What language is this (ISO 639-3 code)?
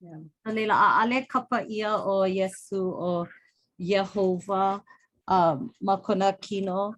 haw